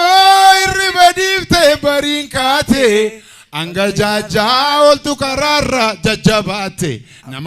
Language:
Oromo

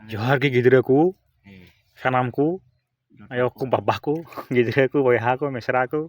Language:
Santali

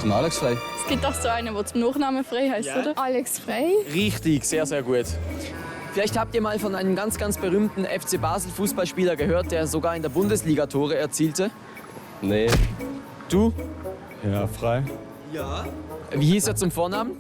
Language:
Swiss German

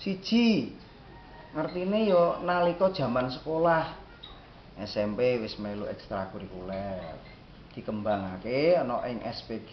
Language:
Javanese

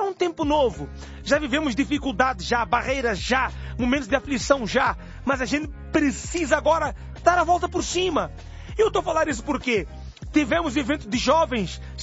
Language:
Portuguese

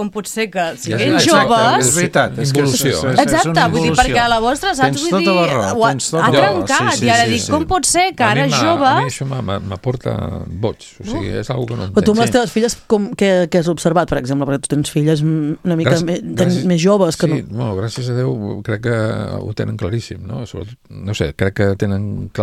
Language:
Catalan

